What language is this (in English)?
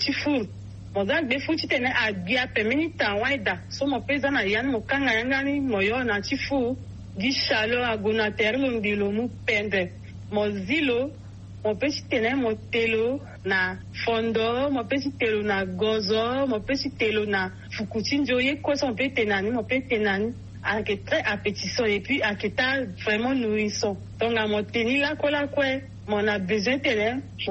Sango